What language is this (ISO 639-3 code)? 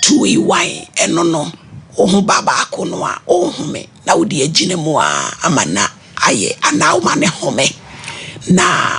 aka